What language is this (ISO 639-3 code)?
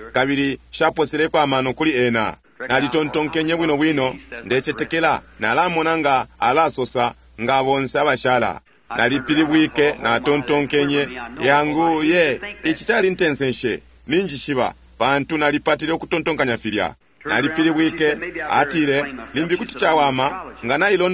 bem